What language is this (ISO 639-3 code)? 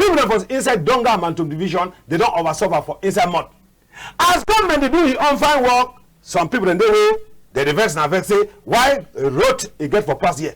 wes